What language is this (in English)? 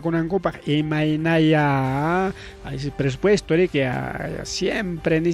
Ayacucho Quechua